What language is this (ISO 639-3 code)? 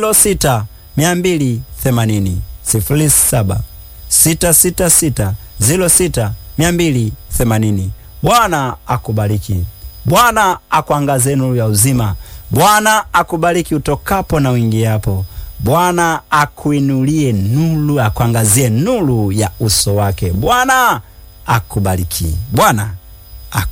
swa